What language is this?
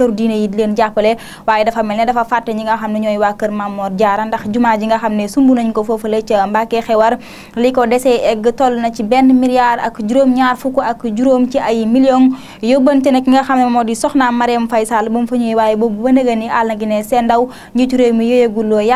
Wolof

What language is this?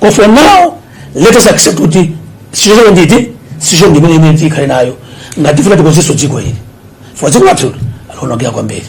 Nyanja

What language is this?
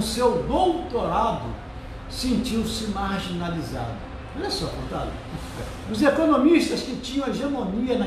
Portuguese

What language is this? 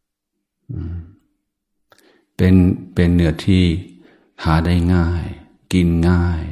Thai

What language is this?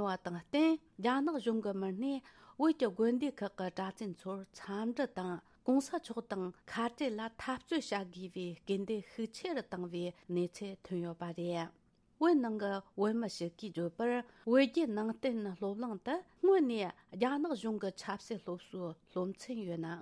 Tibetan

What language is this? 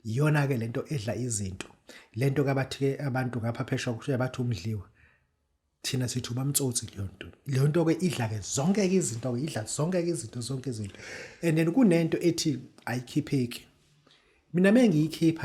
Zulu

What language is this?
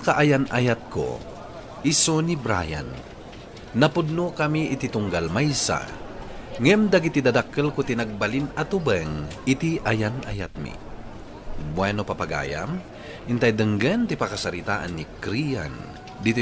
Iloko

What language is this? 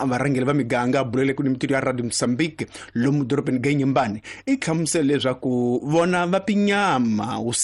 Tsonga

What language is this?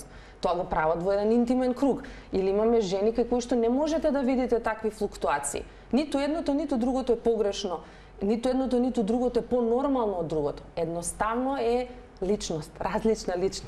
Macedonian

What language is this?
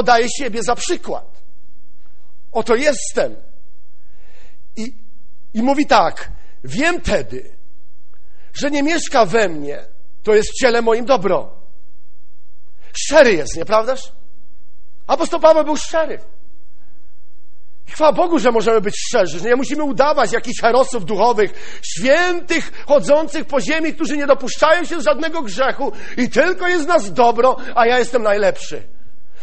Polish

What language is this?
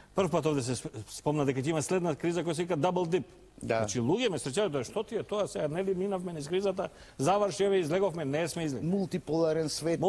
Macedonian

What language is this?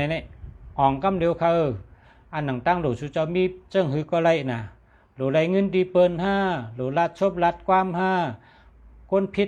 Shan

